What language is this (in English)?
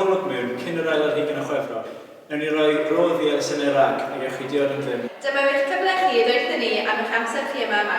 Welsh